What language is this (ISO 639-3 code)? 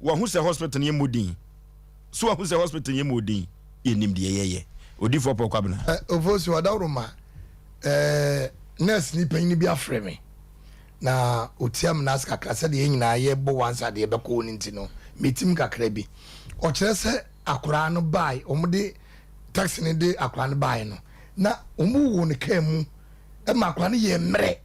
aka